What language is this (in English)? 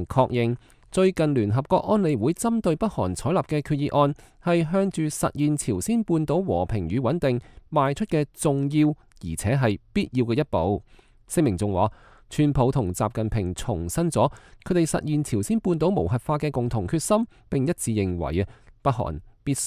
Cantonese